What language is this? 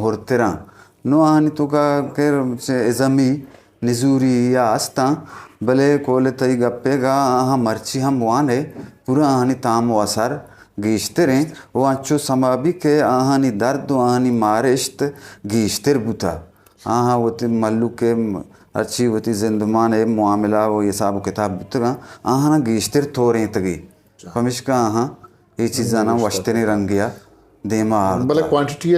Eastern Balochi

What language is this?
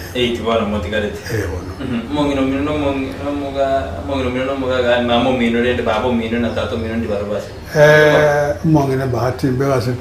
Gusii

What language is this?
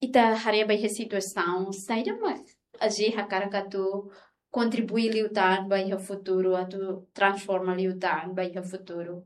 Tetum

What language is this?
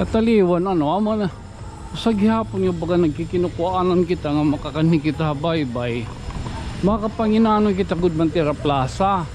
Waray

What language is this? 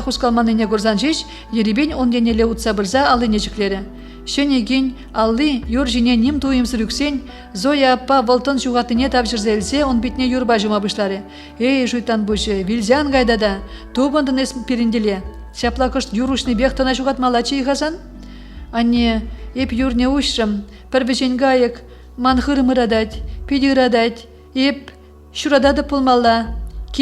Chuvash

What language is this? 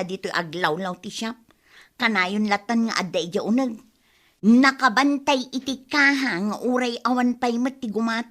Iloko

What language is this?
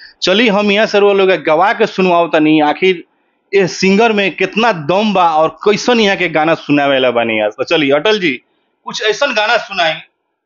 Bhojpuri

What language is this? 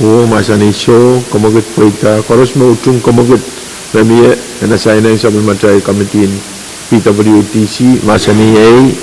Pohnpeian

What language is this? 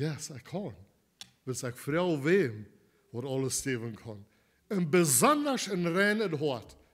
Plautdietsch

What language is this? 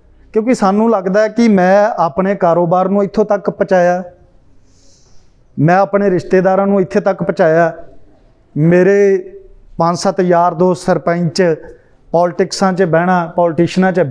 Punjabi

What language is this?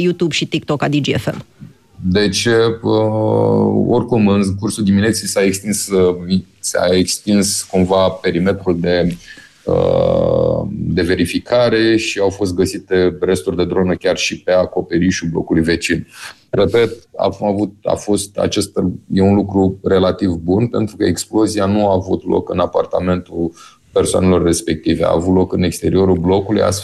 Romanian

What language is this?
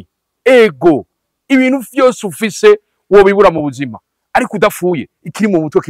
Rundi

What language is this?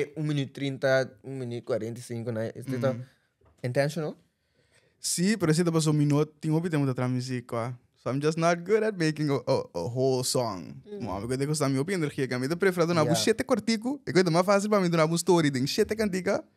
Papiamento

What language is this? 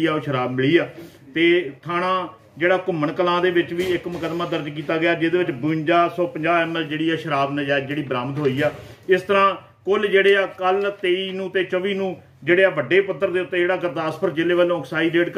Punjabi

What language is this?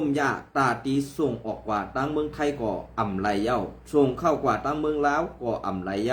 Shan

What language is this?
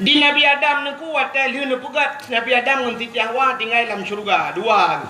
Achinese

